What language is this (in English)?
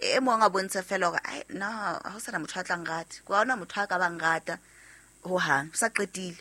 Southern Sotho